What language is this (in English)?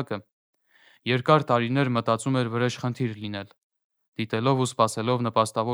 Armenian